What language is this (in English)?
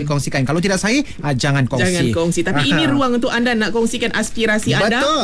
Malay